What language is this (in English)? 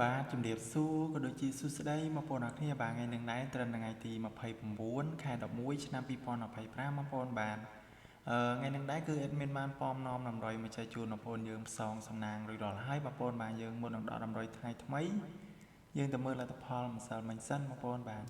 Khmer